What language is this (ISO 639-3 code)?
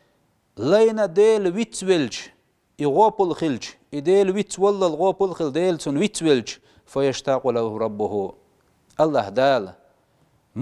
che